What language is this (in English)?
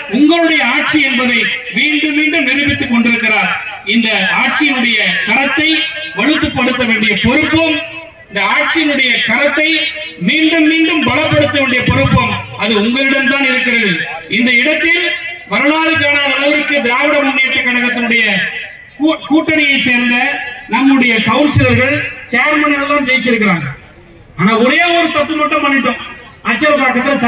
Tamil